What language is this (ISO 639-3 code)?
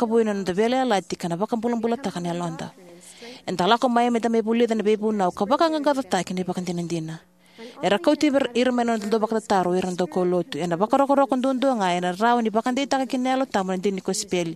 fij